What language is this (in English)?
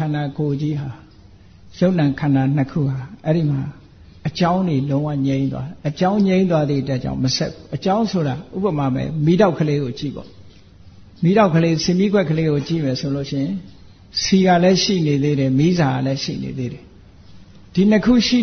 Burmese